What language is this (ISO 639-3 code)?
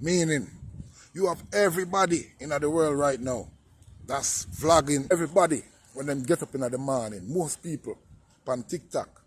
jam